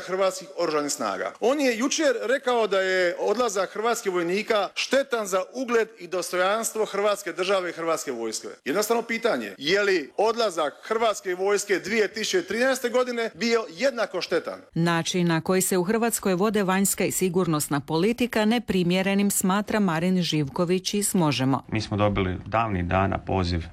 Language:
Croatian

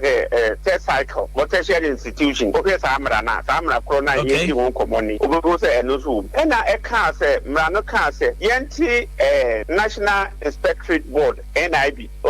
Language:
Akan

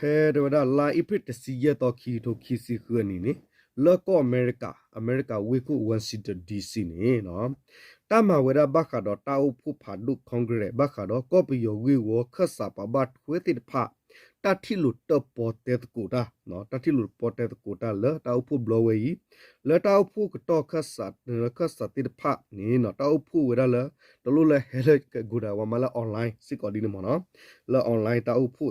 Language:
S'gaw Karen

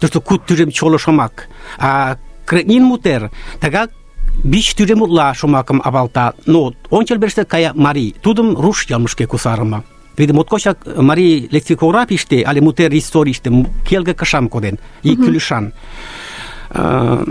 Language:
Mari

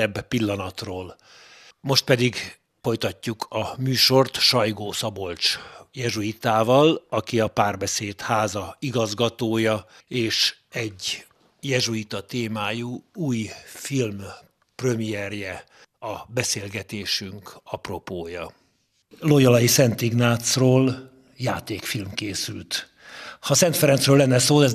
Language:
Hungarian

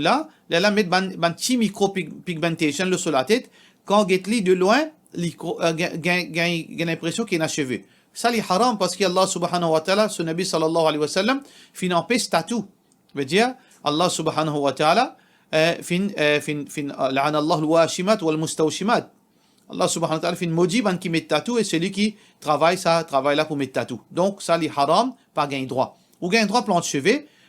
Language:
Morisyen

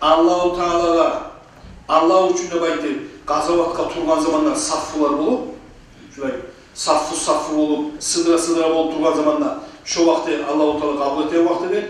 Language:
Kumyk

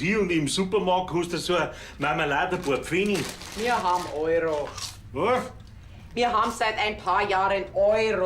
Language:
Bavarian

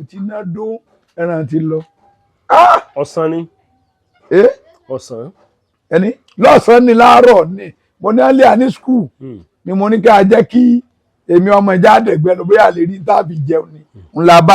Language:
Yoruba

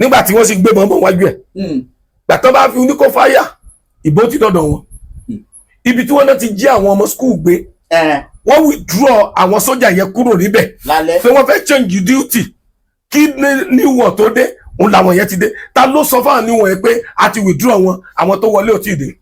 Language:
Yoruba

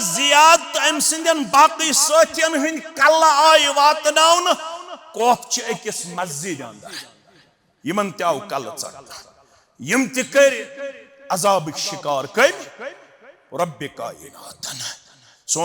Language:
Kashmiri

